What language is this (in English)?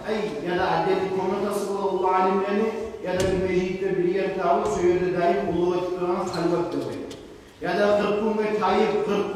Kumyk